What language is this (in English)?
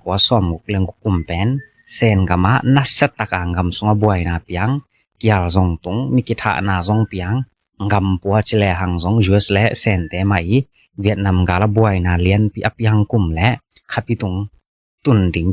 Tedim Chin